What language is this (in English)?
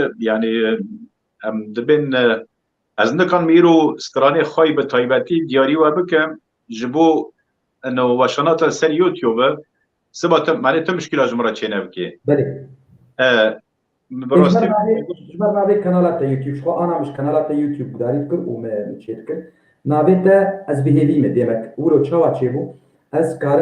Kurdish